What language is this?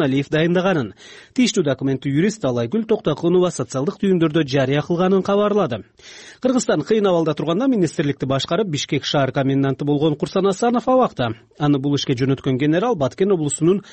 Kyrgyz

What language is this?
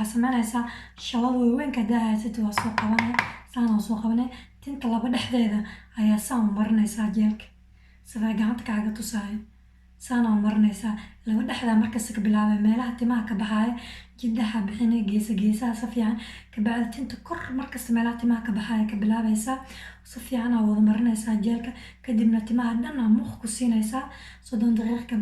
Somali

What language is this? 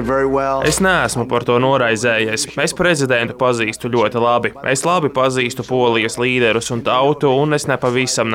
Latvian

